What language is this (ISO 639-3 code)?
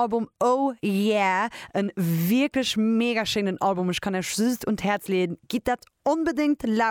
ltz